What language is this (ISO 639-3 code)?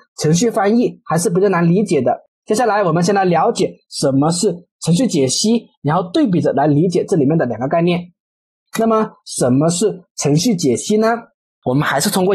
zho